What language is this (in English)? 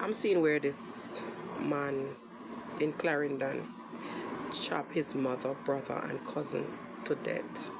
Jamaican Creole English